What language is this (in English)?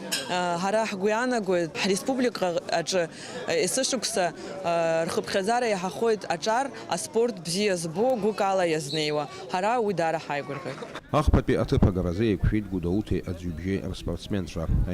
Abkhazian